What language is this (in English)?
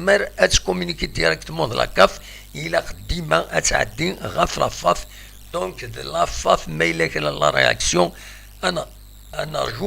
Kabyle